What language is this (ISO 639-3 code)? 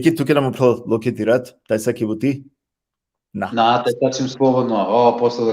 rmn